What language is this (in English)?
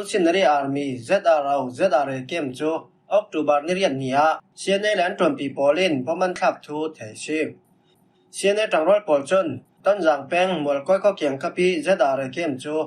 Falam Chin